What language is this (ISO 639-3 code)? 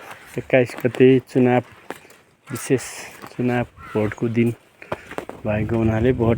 nep